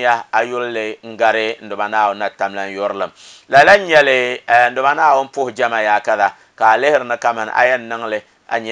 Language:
Dagbani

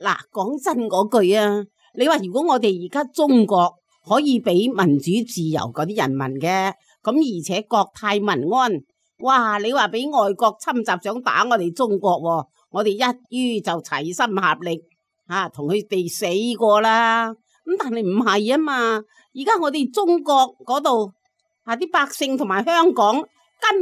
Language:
Cantonese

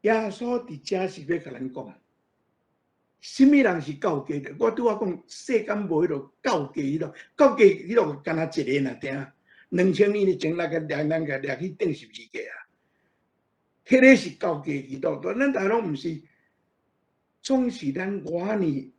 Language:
Min Nan Chinese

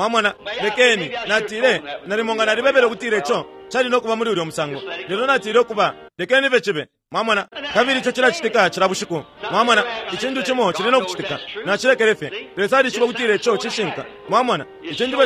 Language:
Bemba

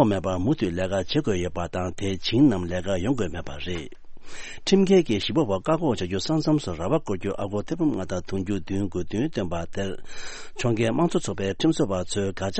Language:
Tibetan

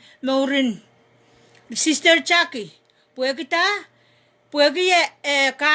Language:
Pohnpeian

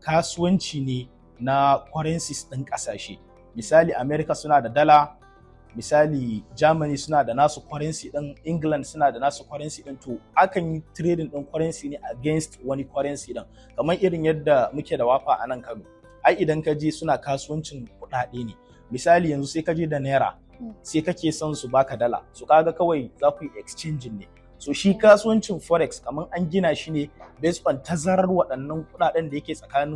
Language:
Hausa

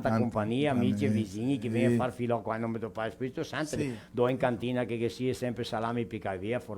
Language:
Venetian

